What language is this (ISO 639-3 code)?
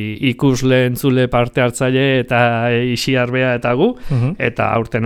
eus